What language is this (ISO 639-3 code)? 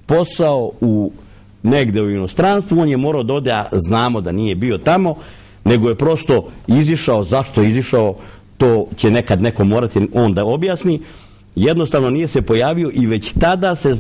srp